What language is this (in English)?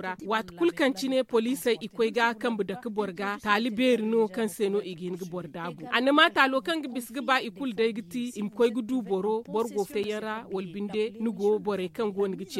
Zarma